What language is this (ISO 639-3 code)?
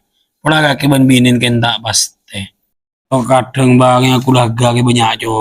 mad